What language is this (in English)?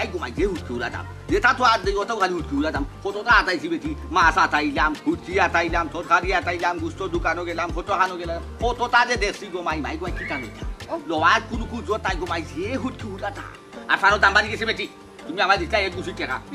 Sylheti